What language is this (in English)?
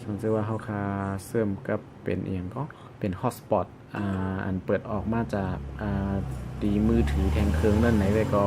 Shan